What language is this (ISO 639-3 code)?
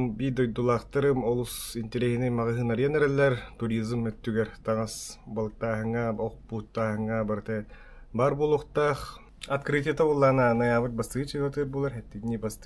sah